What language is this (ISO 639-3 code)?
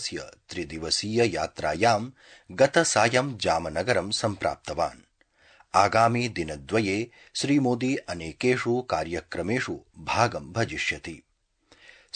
san